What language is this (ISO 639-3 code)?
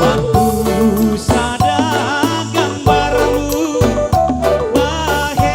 bts